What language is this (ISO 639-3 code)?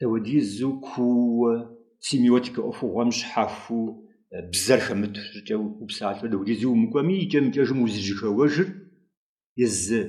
kbd